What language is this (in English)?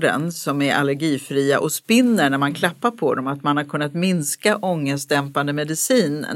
Swedish